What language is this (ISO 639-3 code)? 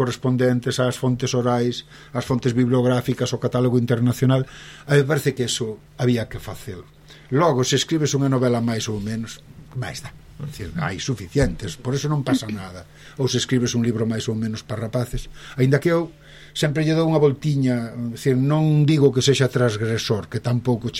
glg